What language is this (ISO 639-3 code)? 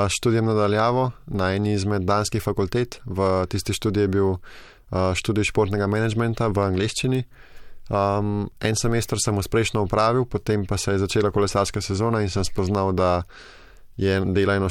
slv